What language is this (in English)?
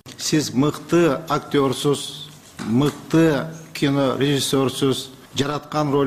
Kyrgyz